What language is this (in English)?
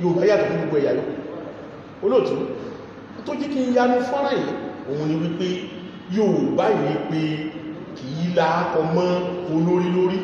Yoruba